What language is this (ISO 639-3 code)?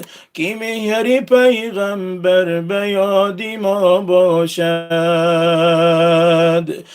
tgk